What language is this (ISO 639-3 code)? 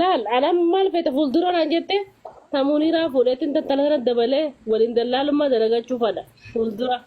orm